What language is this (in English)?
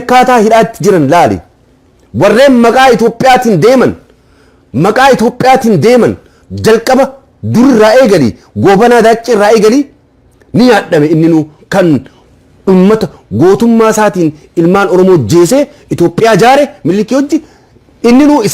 Oromo